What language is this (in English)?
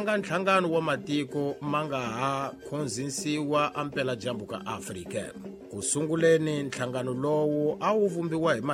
Tsonga